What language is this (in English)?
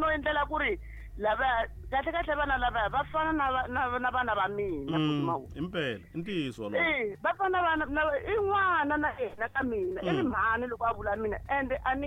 Tsonga